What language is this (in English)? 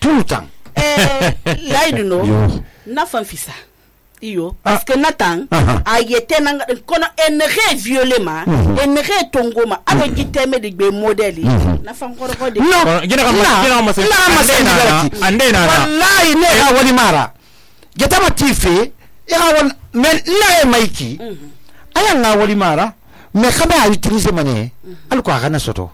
Susu